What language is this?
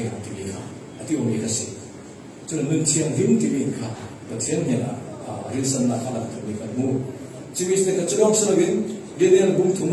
Falam Chin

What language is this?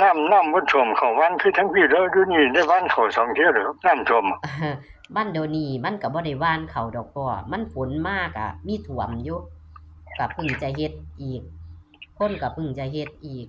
Northeastern Thai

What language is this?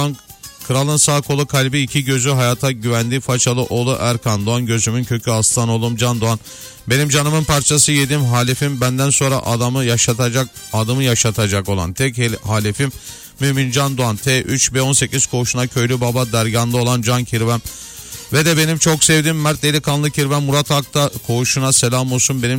Turkish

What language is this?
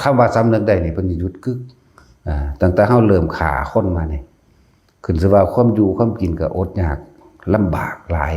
Northeastern Thai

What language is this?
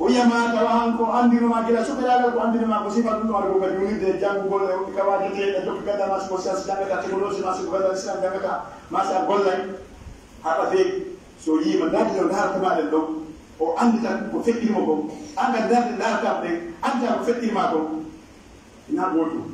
Pular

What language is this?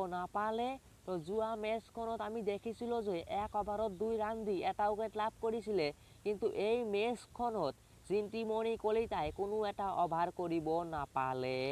Assamese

